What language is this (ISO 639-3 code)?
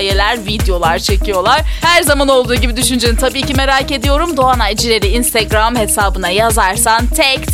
tur